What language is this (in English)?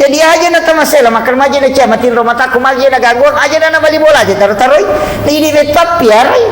Buginese